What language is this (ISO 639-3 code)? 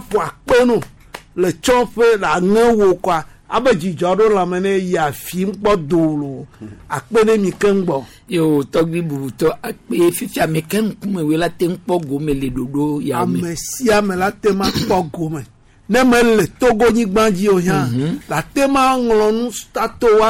gej